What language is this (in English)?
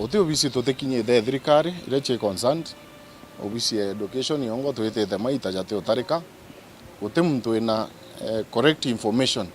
Meru